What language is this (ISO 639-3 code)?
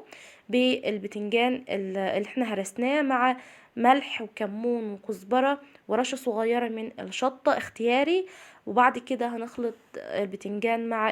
arz